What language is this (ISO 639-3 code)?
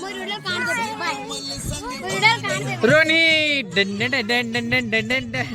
hne